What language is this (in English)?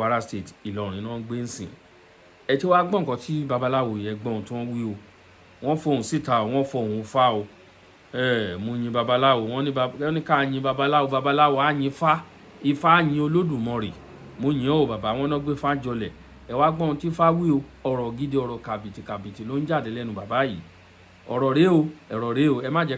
Yoruba